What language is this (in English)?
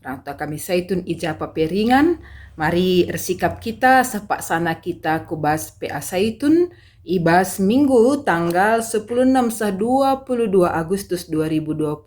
Batak Karo